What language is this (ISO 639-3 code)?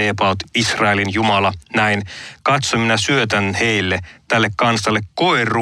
fin